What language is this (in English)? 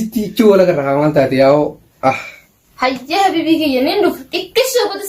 Oromo